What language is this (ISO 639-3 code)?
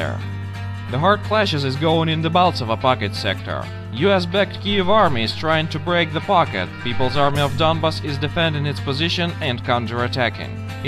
eng